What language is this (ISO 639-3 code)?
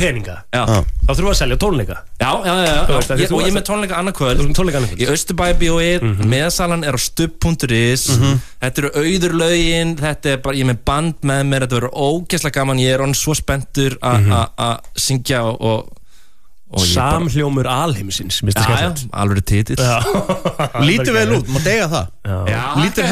isl